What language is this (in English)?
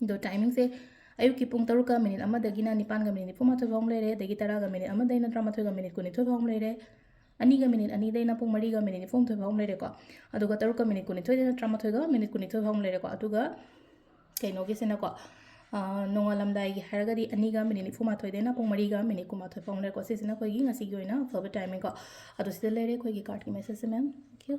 Manipuri